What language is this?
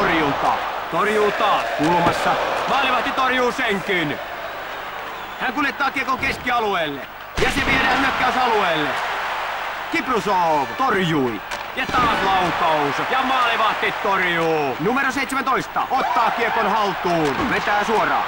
Finnish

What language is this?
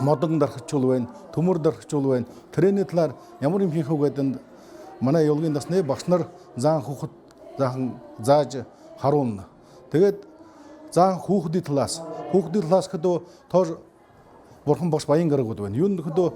Buriat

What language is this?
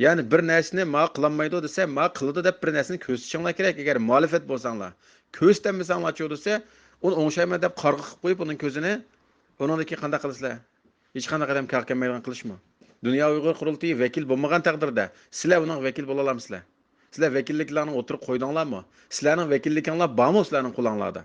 Uyghur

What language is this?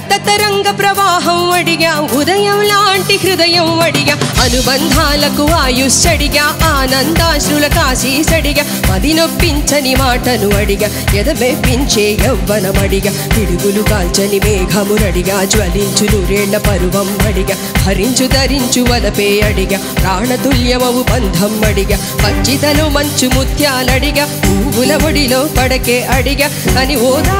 Telugu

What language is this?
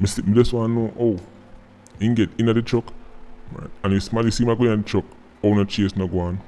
Jamaican Creole English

